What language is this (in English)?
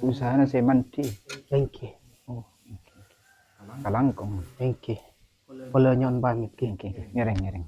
Madurese